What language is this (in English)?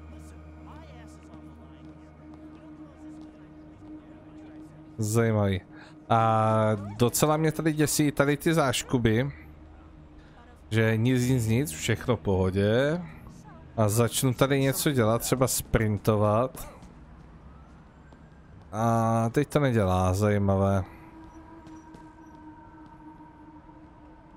Czech